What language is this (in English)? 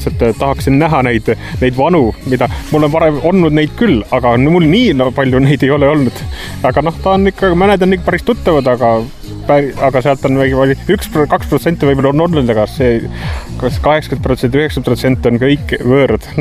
Estonian